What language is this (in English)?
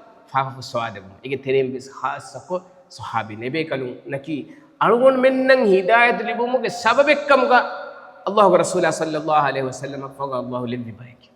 Divehi